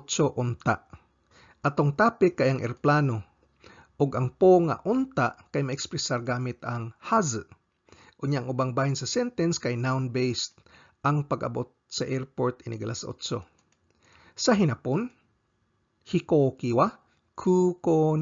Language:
Cebuano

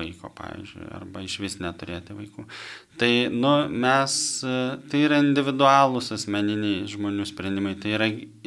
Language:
Lithuanian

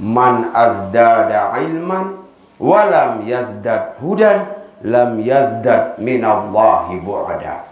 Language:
Sasak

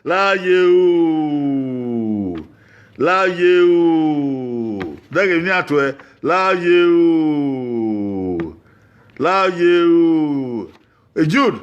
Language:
Bini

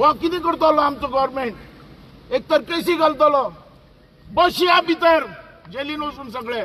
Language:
Konkani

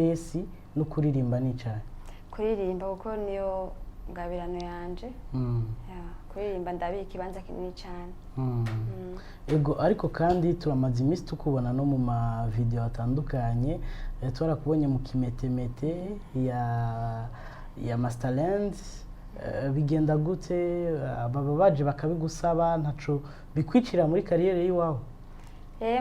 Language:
Rundi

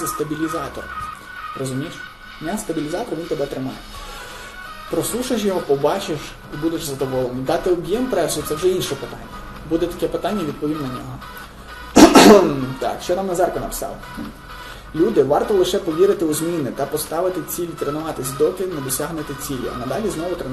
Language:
Ukrainian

